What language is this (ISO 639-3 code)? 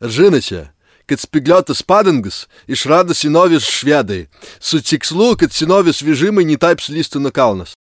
lit